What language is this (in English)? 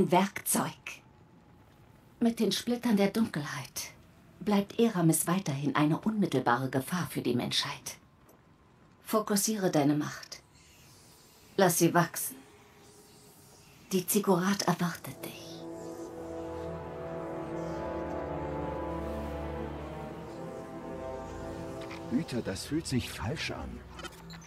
German